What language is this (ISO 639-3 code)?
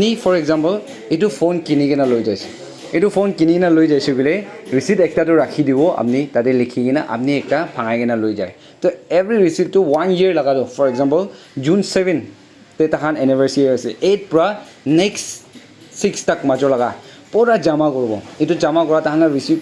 nag